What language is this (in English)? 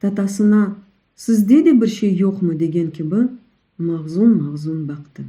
Crimean Tatar